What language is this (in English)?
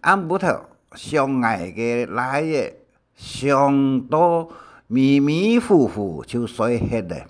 Hakka Chinese